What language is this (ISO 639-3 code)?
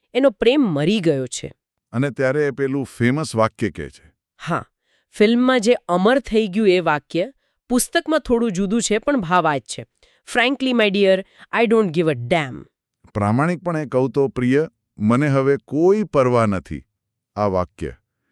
guj